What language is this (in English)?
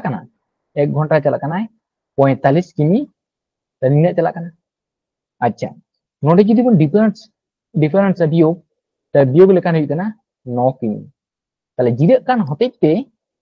Santali